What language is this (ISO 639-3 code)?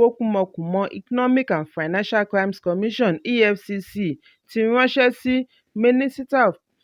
yor